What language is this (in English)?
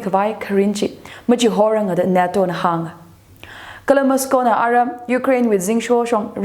Tangkhul Naga (India)